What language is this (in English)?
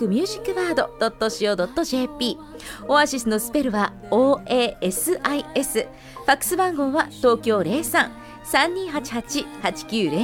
Japanese